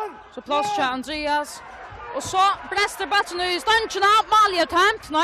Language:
Faroese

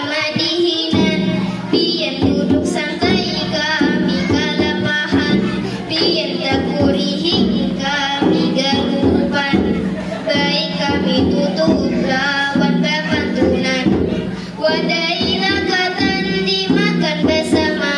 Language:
Banjar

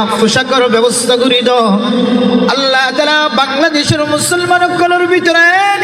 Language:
Rohingya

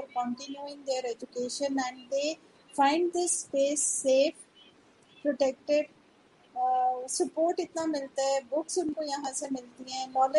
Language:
Hindi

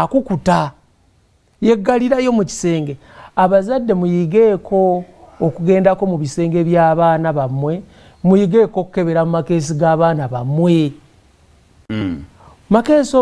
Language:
Ganda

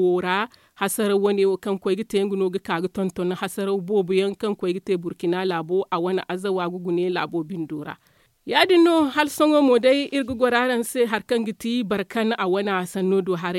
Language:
Zarma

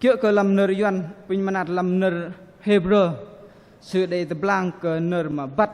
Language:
Bahnar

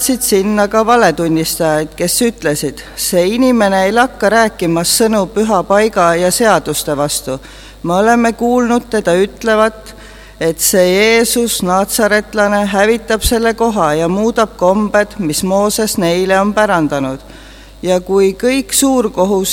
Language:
Estonian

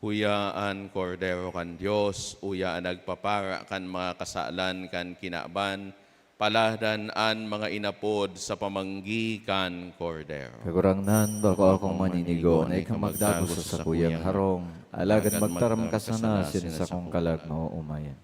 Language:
Bikol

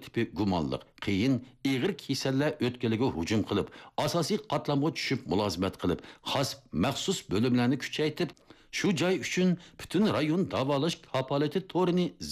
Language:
Uyghur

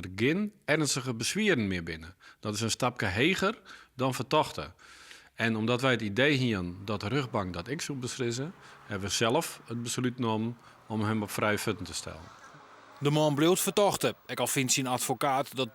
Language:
Western Frisian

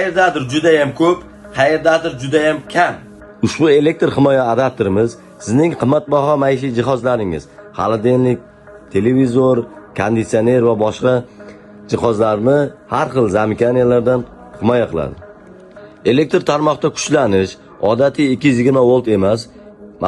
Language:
Uzbek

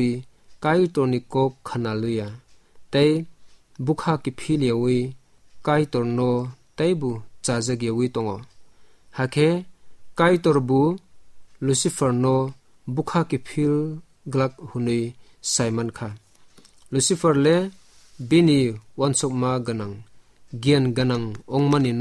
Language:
Kok Borok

